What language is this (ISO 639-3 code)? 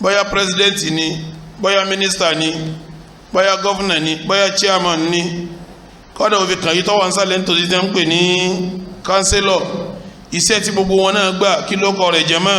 yor